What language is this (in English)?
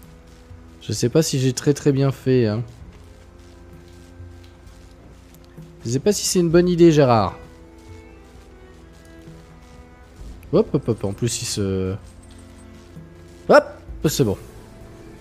French